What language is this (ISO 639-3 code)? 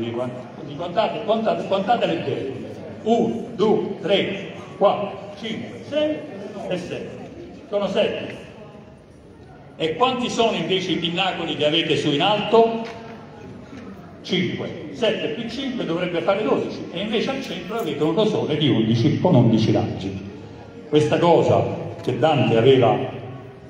ita